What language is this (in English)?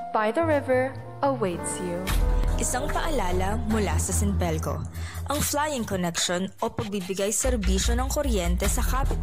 Pangasinan